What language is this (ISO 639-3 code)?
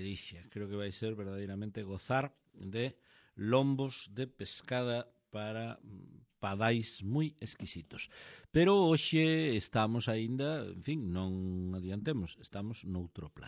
glg